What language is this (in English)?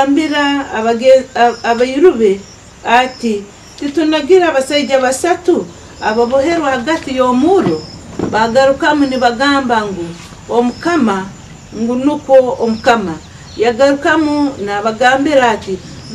Nyankole